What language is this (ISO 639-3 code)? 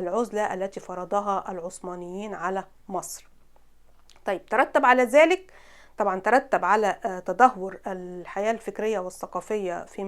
arz